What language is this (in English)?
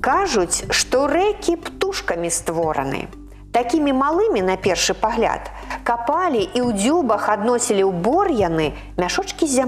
Belarusian